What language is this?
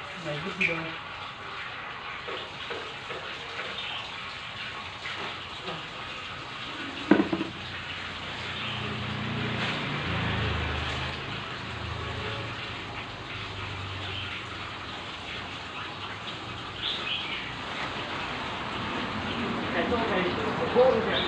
Vietnamese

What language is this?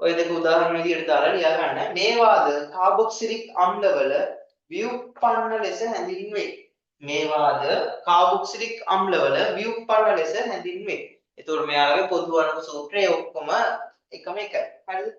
Sinhala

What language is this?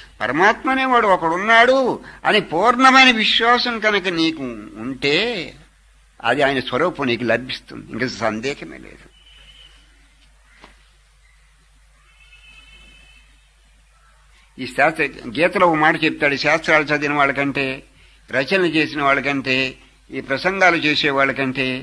Telugu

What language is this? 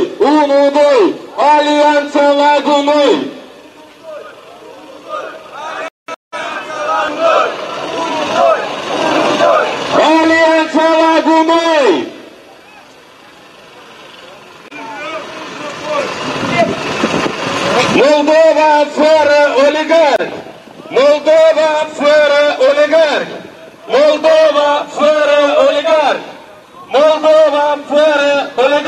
Romanian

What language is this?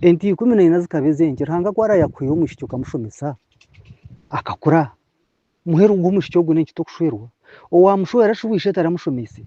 Nyankole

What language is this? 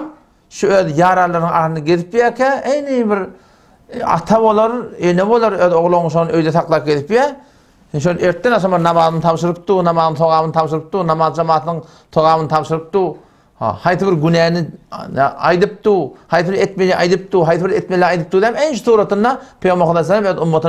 Turkmen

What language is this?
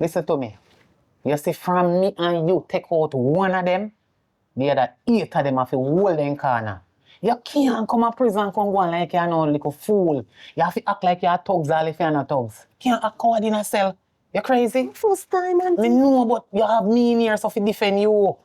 Jamaican Creole English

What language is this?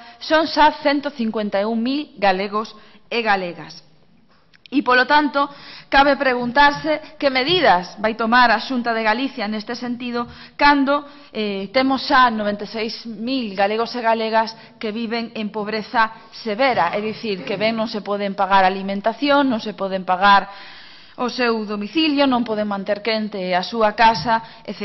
Galician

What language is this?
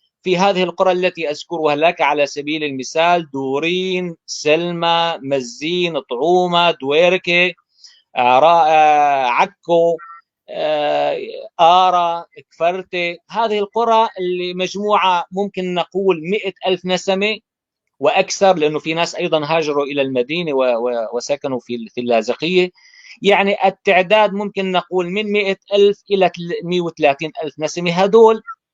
North Levantine Arabic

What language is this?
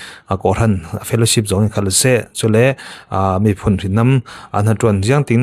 Falam Chin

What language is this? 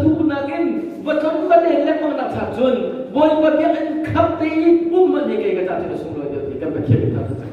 Hakha Chin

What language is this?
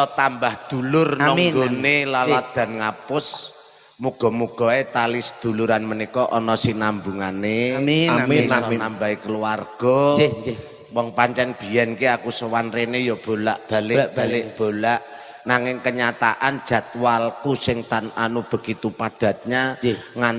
Javanese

